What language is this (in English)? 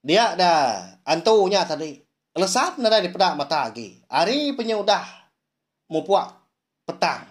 Iban